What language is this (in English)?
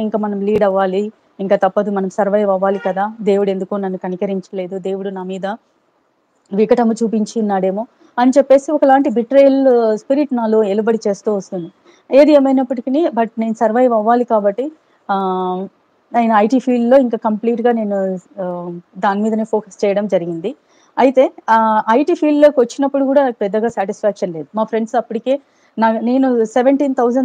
Telugu